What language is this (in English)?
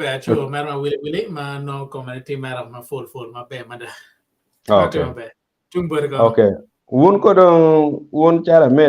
Acoli